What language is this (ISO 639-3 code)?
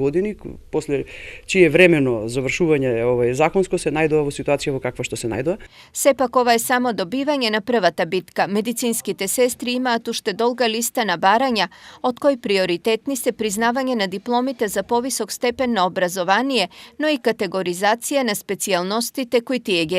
mkd